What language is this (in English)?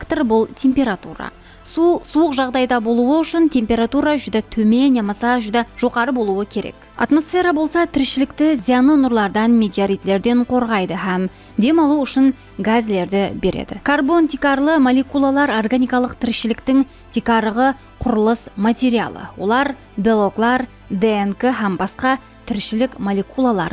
Kara-Kalpak